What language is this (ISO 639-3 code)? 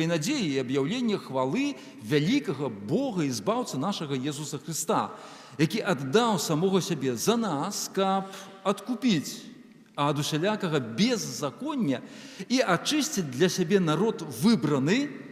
bel